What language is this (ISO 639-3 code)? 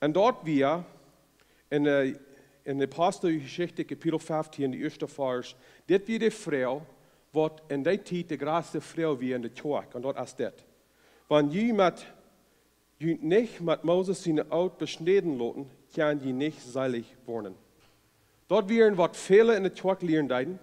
pdt